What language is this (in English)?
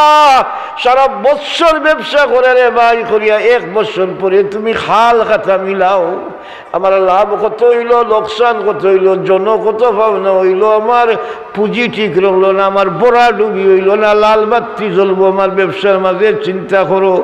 Sylheti